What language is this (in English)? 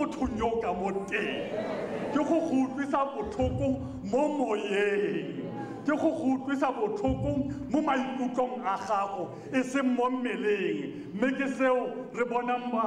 Tswana